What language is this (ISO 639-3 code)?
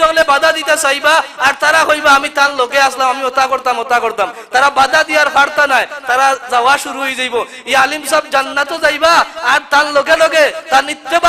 syl